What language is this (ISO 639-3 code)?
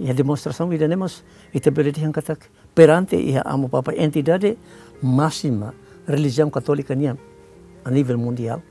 tet